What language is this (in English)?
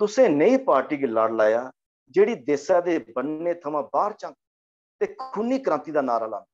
Dogri